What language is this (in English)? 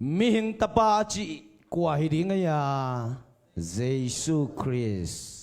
Tedim Chin